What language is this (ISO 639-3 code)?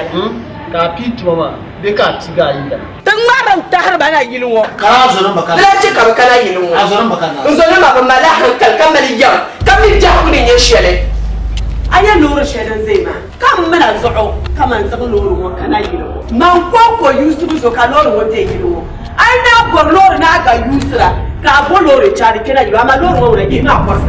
dag